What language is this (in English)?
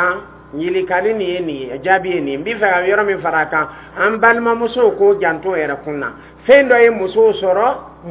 Dyula